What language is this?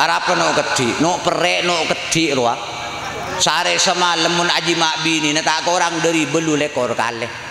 Madurese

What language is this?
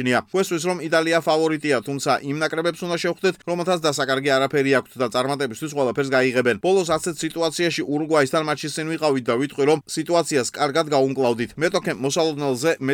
Georgian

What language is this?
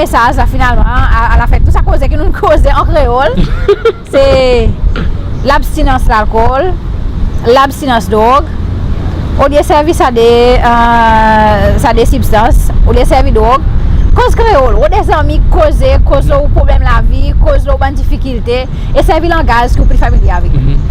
Seselwa Creole French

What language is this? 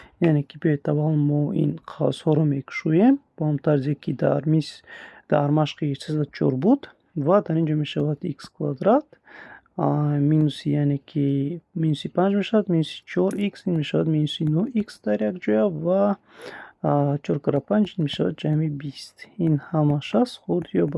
Tajik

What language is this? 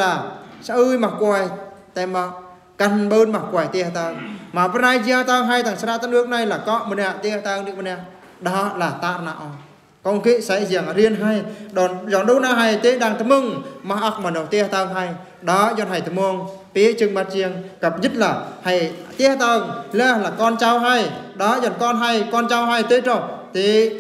Eastern Bru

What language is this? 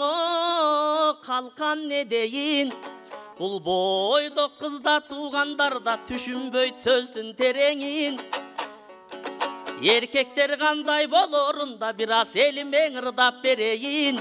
Kyrgyz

